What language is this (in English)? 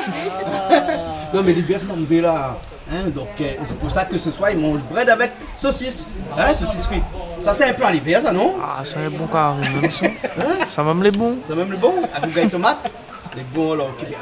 Réunion Creole French